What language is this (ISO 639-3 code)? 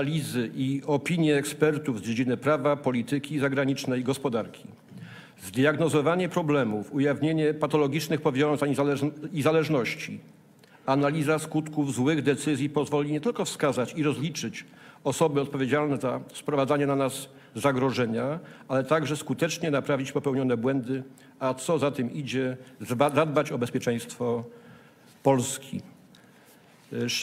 pol